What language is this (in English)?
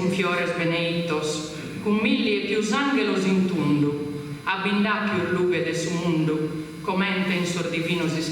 Sardinian